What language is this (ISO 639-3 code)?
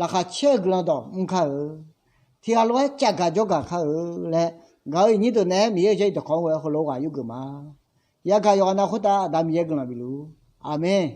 ahk